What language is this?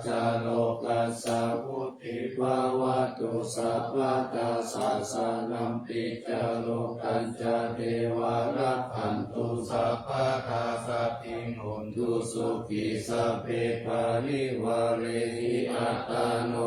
Pali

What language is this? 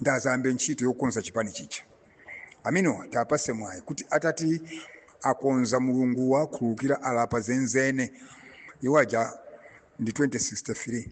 Nyanja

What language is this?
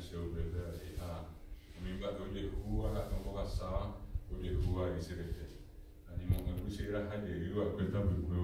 Guarani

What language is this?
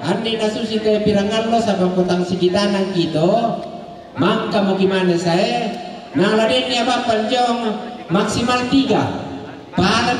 Toraja-Sa'dan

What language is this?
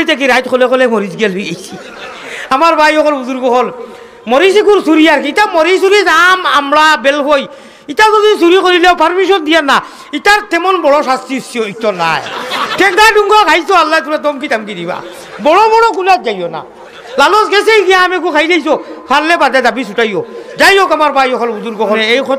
Sylheti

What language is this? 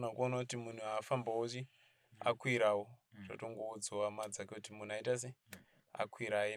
Shona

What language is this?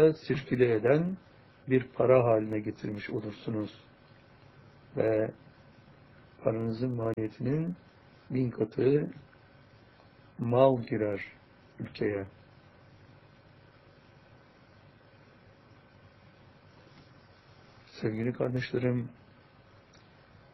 Turkish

